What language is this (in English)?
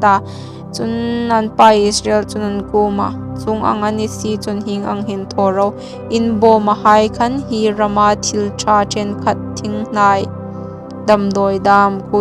Hmar